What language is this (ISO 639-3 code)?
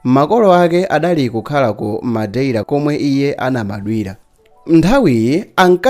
nya